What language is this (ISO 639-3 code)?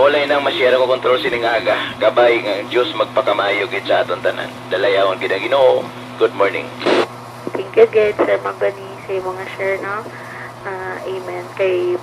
hil